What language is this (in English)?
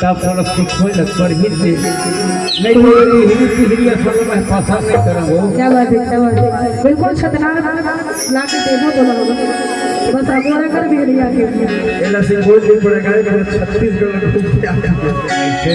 Chhattisgarhi